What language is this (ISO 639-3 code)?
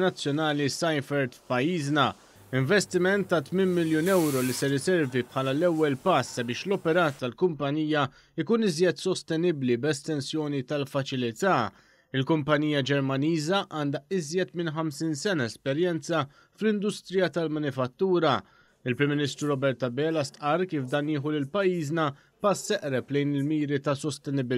mlt